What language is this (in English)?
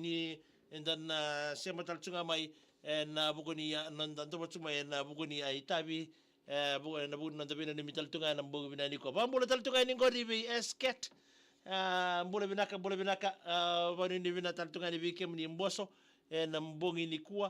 Fijian